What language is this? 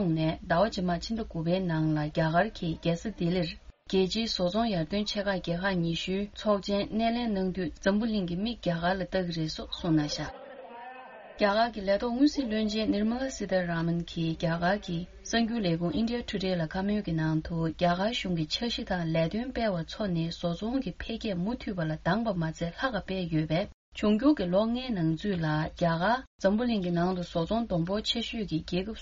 Tibetan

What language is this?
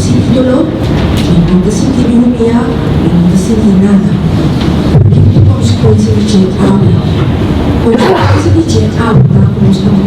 Papiamento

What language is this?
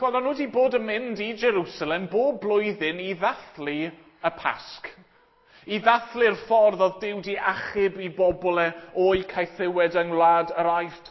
Welsh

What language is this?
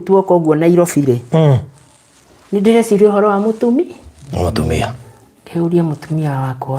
Kikuyu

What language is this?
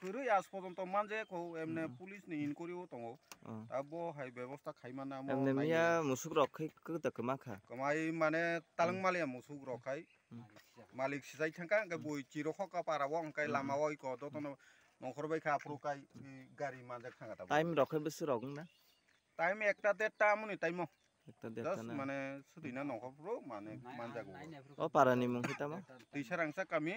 Kok Borok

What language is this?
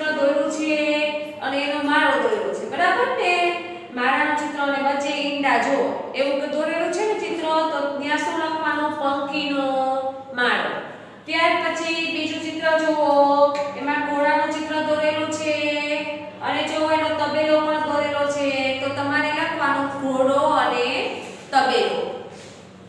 Gujarati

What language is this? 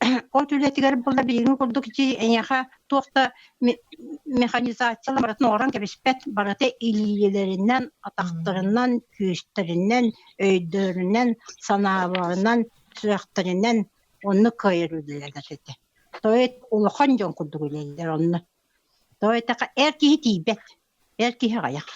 Yakut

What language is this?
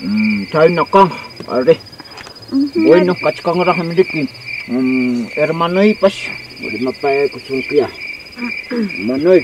Ayacucho Quechua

